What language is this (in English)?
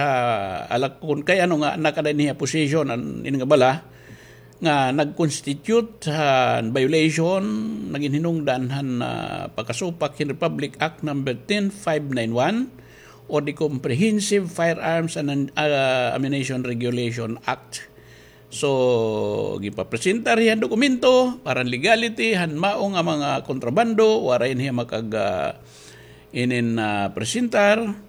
Waray